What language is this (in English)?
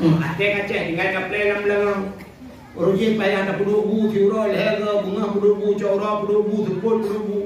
Achinese